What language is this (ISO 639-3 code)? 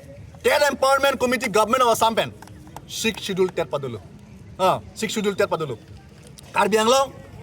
mjw